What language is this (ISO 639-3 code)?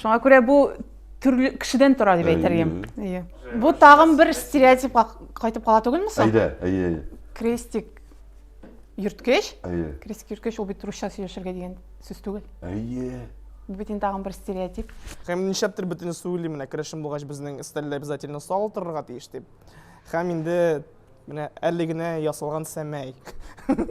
tat